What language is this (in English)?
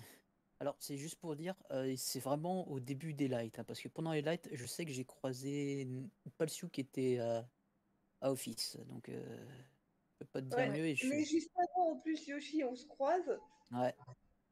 French